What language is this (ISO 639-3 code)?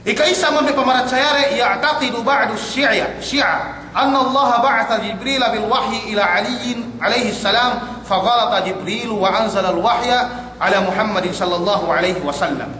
yka